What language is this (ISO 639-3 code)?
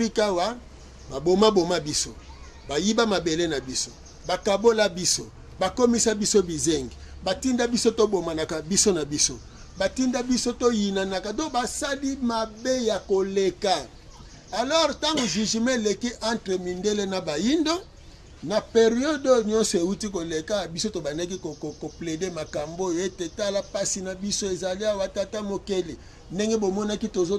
lin